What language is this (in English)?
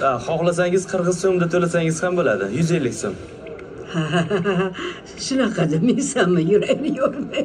Uzbek